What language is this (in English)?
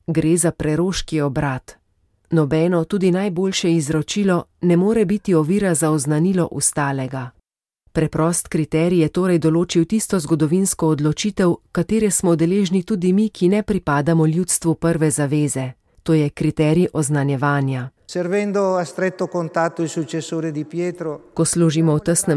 Slovenian